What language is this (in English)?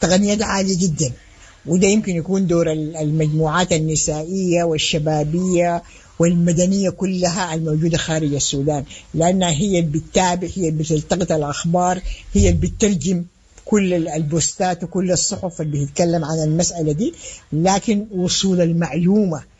Sudanese Arabic